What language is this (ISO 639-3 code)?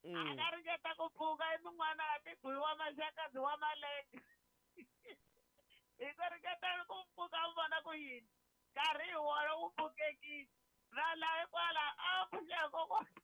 tso